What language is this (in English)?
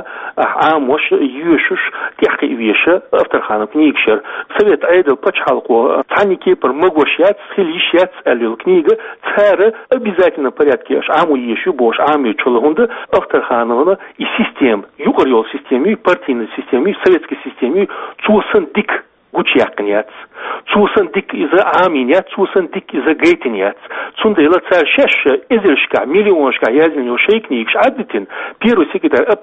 Chechen